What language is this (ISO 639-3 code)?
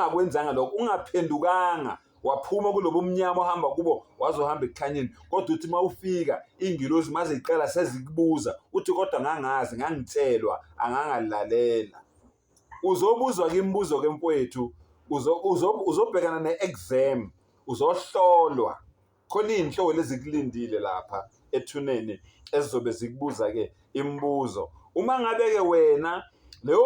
zul